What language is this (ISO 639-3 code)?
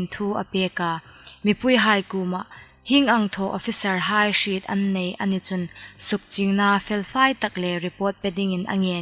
hmr